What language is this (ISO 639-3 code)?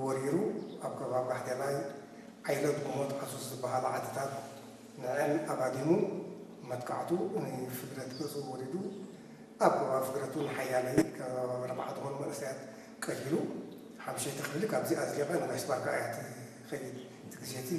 tir